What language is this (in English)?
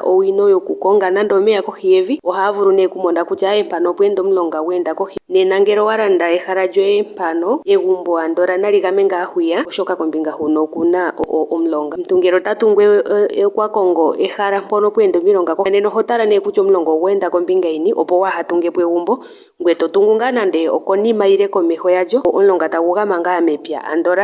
Ndonga